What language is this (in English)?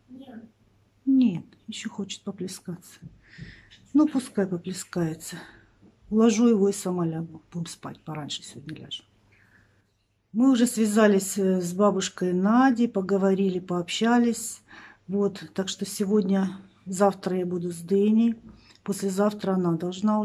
Russian